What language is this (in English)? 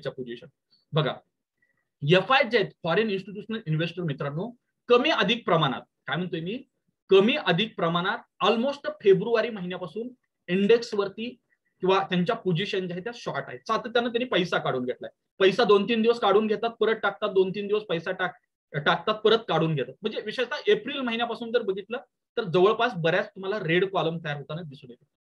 Marathi